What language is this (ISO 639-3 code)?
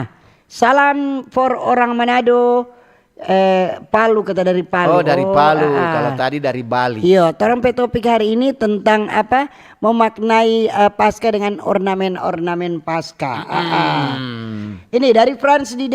xmm